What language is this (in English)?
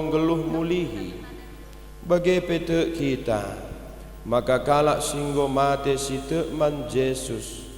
Batak Karo